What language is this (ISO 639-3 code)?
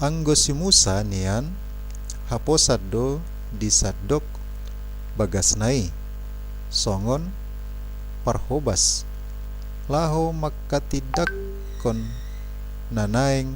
bbc